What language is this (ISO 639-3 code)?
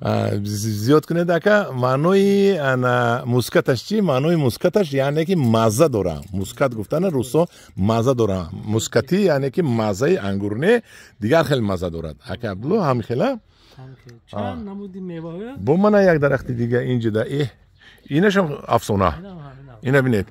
tgk